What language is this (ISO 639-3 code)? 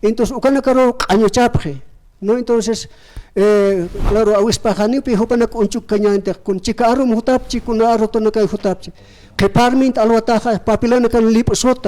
aym